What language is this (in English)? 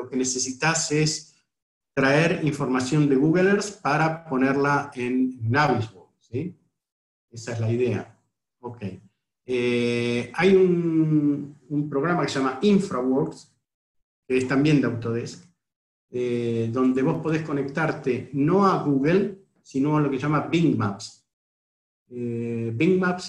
Spanish